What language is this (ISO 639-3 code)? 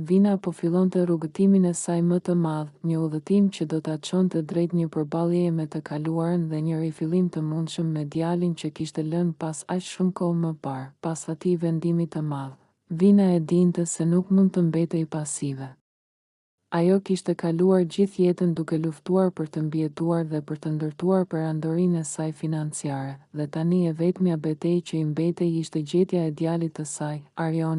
sqi